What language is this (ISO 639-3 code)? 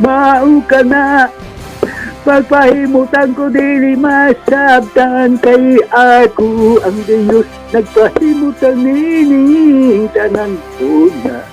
ceb